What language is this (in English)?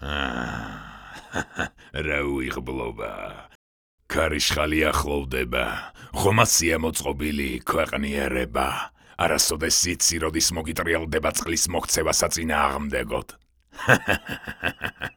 Georgian